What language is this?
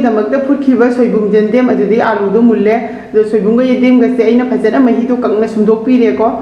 Manipuri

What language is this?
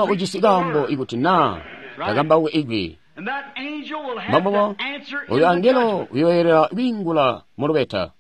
Tonga (Zambia)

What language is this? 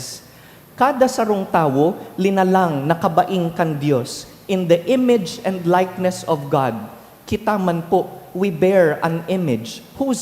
Bikol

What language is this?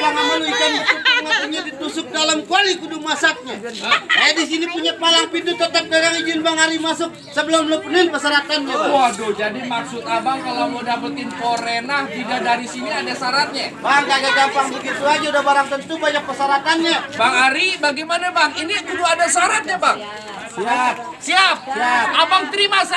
Betawi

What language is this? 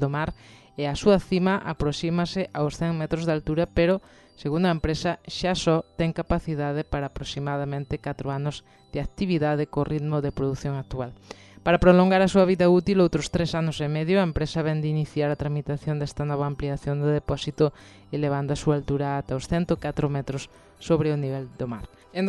Galician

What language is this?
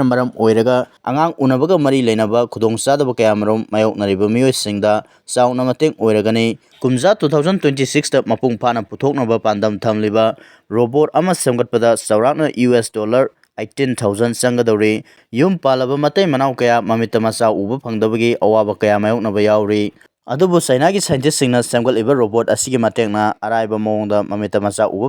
Manipuri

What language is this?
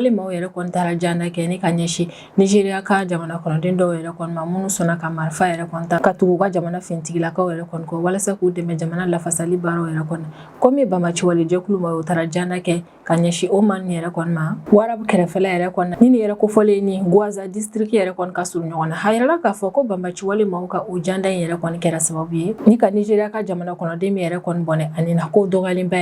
Bambara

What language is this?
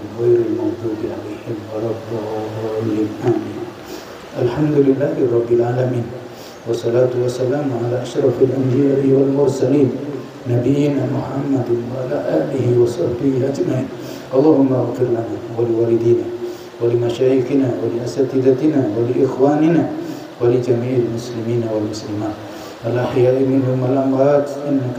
Indonesian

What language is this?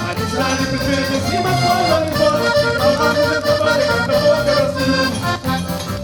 Kabuverdianu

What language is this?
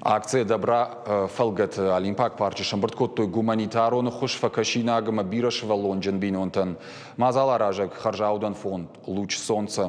Ossetic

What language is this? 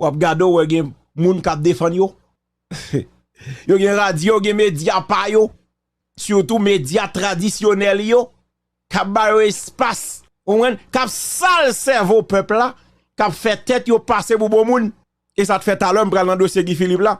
Haitian Creole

